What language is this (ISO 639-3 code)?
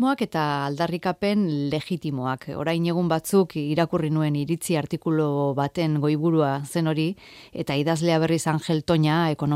eus